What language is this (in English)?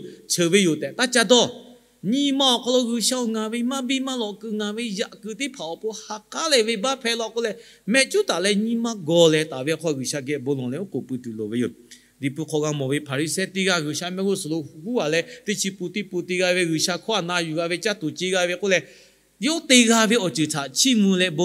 Lahu